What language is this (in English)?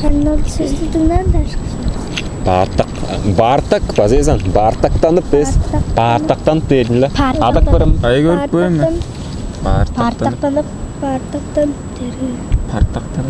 Tuvinian